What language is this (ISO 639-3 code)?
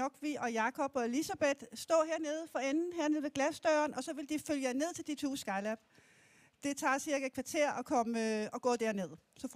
dan